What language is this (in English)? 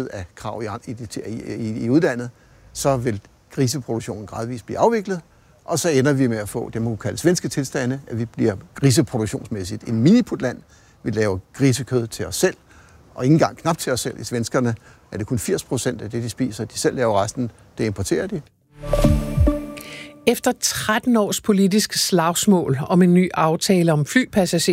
Danish